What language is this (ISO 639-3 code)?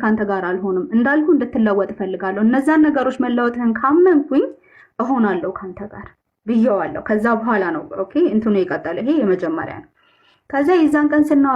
amh